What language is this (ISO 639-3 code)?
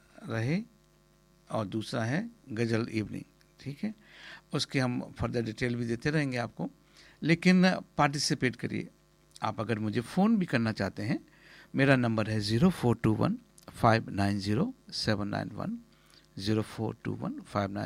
hin